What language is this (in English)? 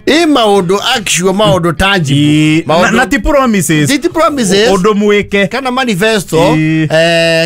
Kikuyu